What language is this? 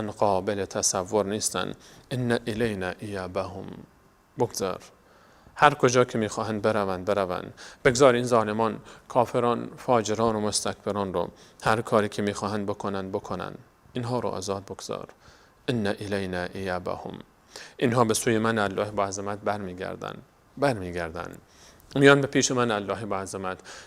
Persian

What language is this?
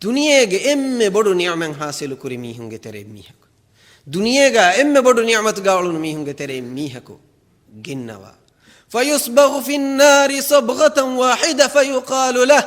Divehi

